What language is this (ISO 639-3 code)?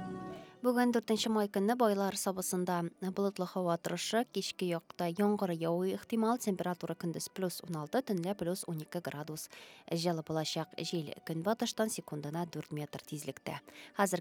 tat